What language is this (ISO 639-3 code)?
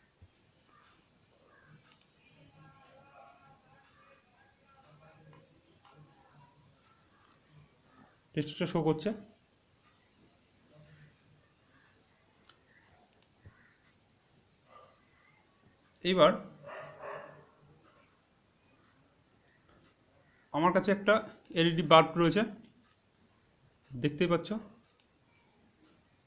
ben